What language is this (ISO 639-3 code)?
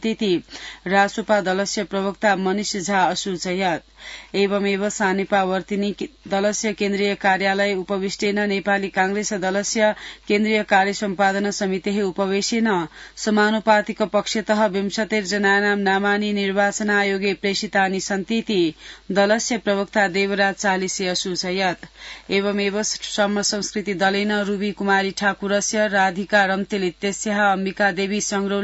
san